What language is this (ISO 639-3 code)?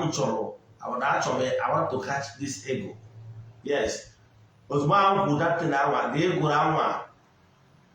ibo